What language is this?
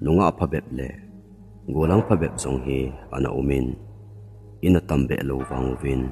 Thado Chin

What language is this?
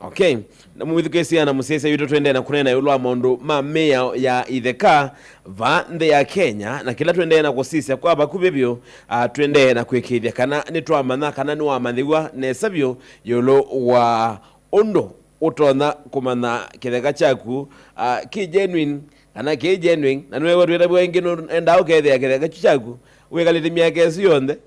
Kamba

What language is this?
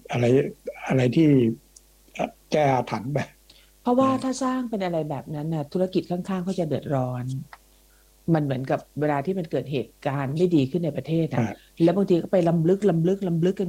Thai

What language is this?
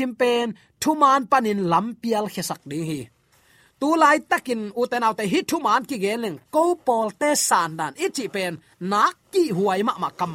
Tedim Chin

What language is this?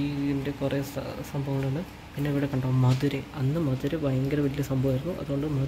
Malayalam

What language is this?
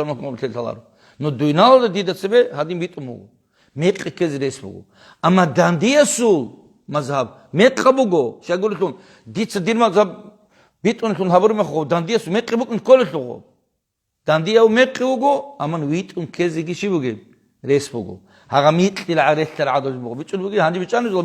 Avaric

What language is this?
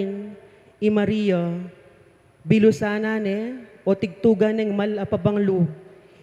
Pampanga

